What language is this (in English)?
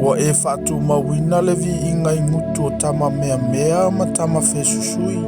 Samoan